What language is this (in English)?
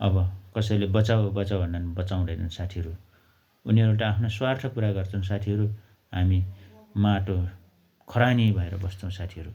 Nepali